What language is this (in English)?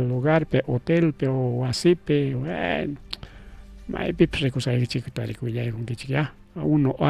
Ayacucho Quechua